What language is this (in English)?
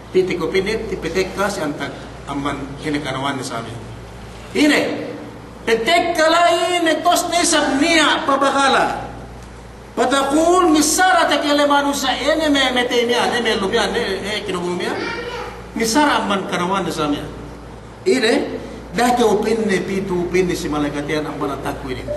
Yakan